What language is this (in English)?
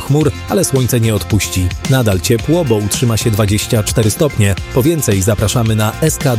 Polish